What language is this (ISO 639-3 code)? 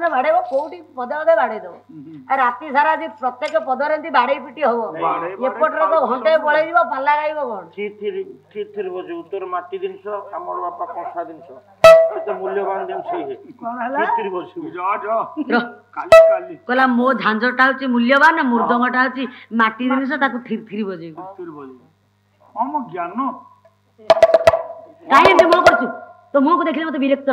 ori